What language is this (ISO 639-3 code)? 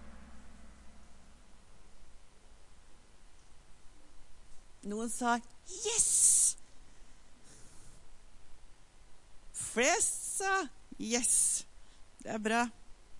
nor